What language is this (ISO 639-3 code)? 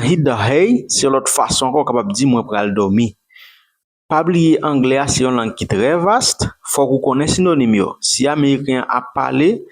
hat